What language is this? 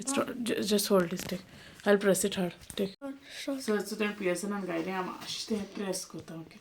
Konkani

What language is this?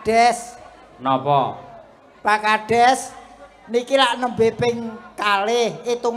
Javanese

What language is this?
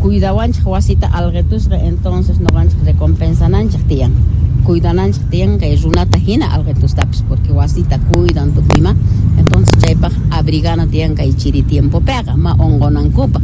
Quechua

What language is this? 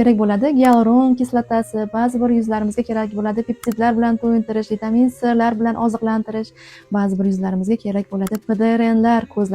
Uzbek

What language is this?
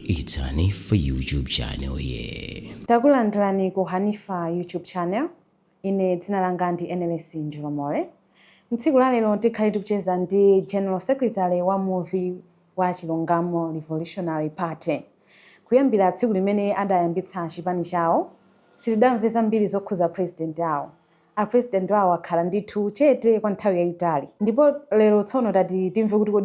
Nyanja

